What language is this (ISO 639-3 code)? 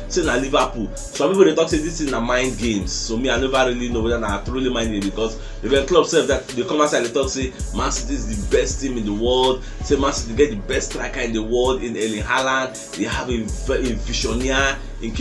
pcm